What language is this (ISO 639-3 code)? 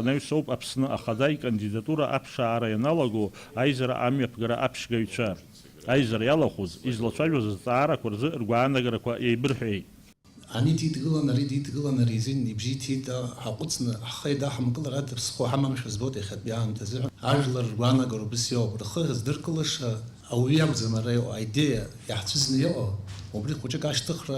abk